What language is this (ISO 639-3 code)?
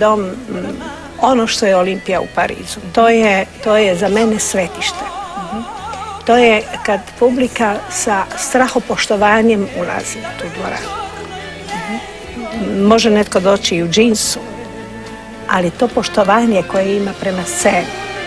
hrv